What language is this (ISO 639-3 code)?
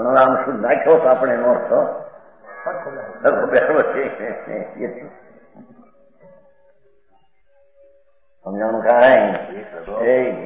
guj